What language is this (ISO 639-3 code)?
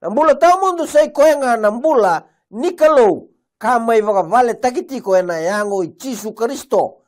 fij